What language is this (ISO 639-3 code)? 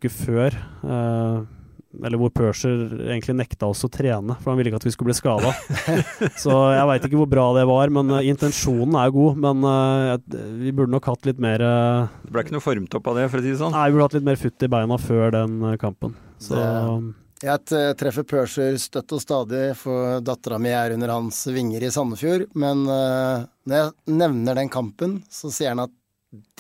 nor